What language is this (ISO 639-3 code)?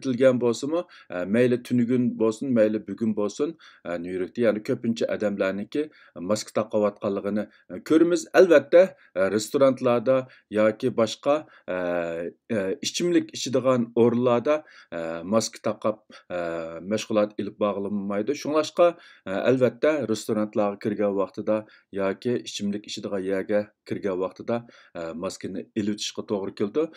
uig